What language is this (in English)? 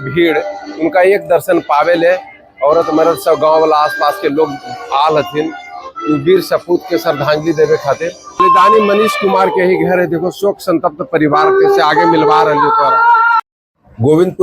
Magahi